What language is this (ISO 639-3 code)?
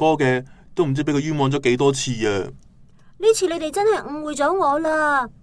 yue